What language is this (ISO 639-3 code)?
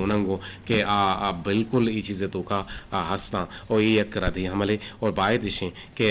bgp